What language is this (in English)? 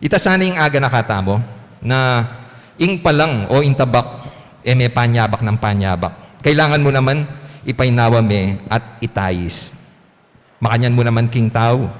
Pampanga